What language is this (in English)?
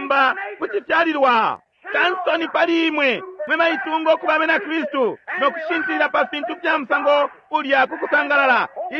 Bemba